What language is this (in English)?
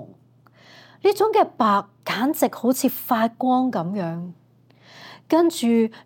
Cantonese